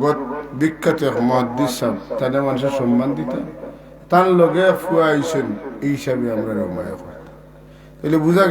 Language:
Sylheti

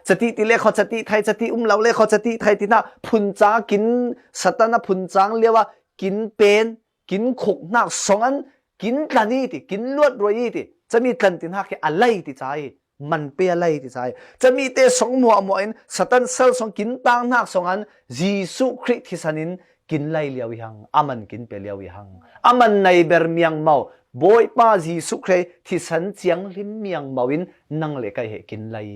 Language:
Falam Chin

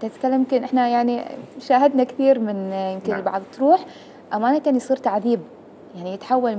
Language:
Mesopotamian Arabic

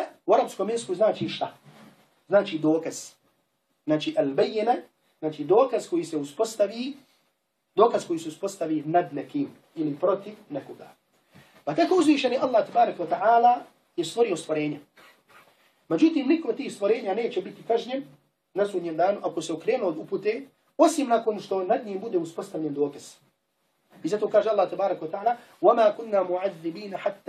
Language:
Bosnian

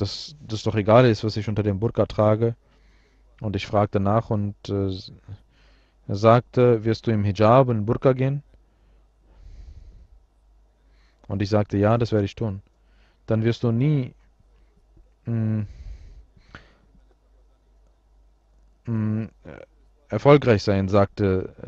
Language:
German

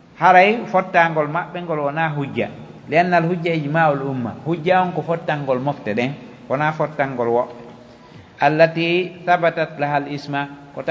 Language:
Pular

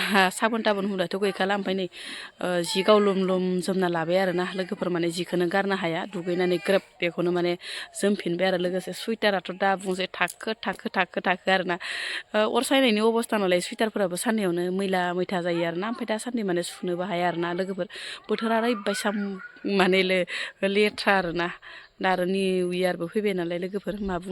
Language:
Bodo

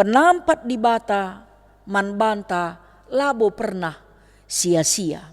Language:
Batak Karo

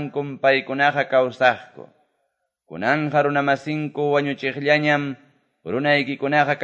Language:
Quechua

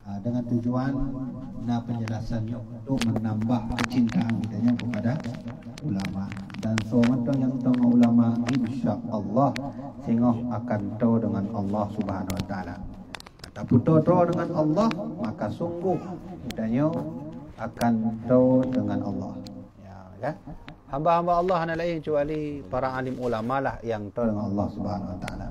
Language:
Achinese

